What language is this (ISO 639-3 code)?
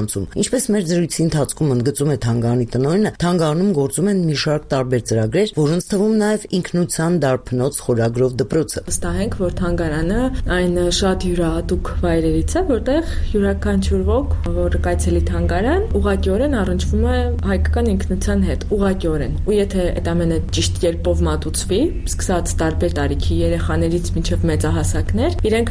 hye